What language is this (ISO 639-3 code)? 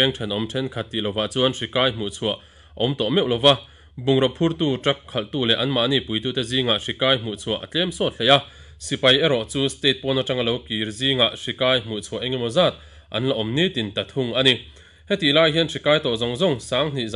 lus